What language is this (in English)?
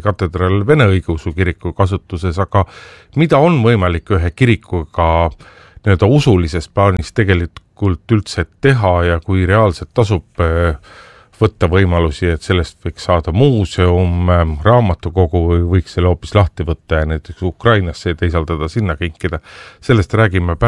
Estonian